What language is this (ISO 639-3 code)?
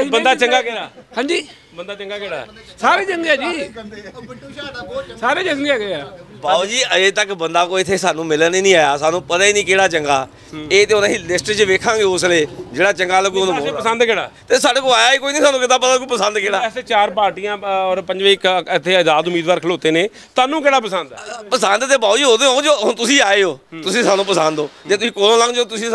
pan